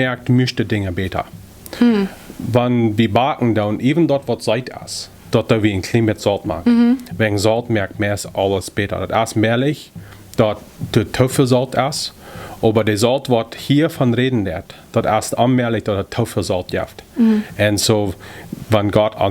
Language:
Plautdietsch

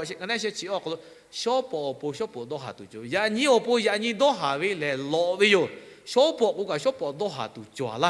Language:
Lahu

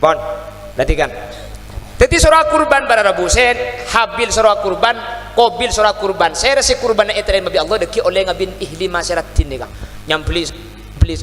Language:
Madurese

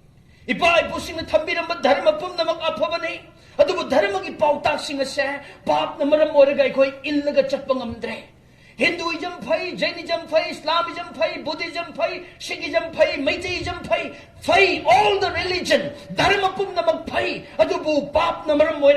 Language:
Manipuri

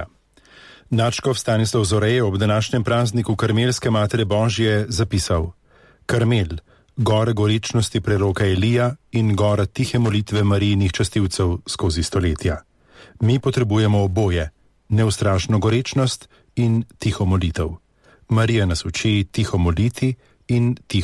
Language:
Slovenian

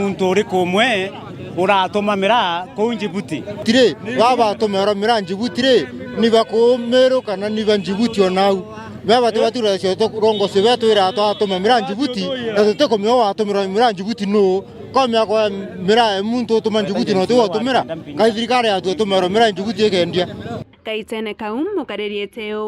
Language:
Meru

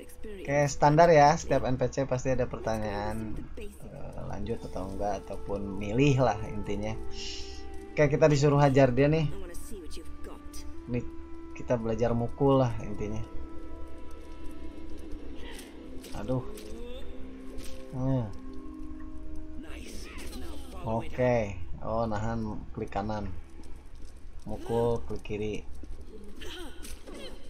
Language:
Indonesian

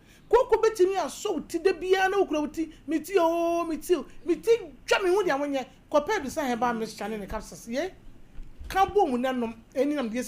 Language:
Akan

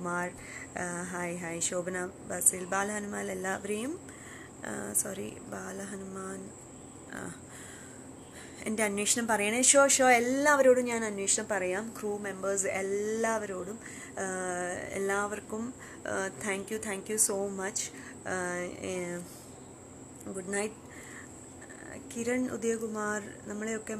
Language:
Malayalam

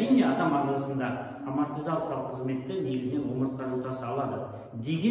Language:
Kazakh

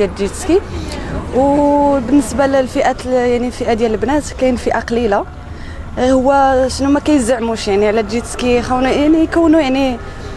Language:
Moroccan Arabic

